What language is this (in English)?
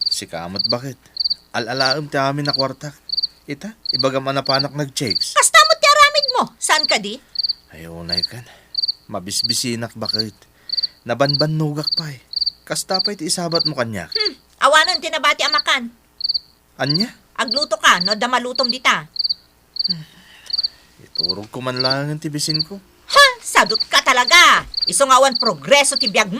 Iloko